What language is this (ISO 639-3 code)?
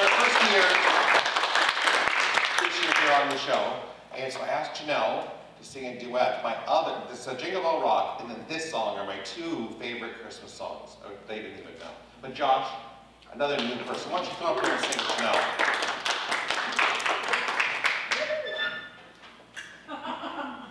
eng